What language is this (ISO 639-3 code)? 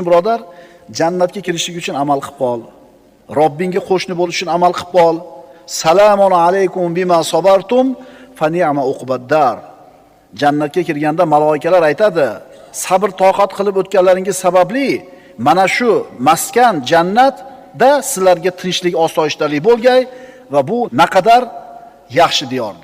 uzb